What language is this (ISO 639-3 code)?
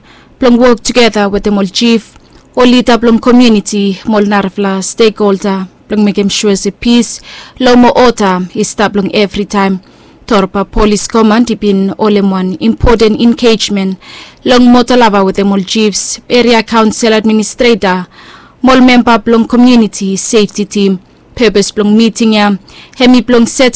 bis